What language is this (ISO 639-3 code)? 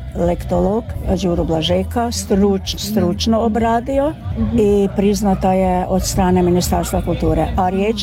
hrv